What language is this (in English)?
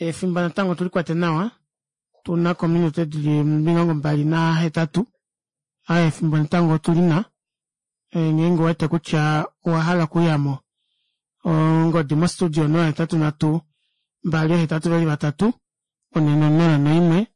Kuanyama